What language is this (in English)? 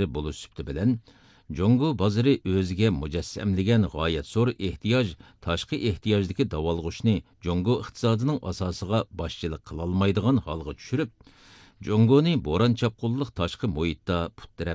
Uyghur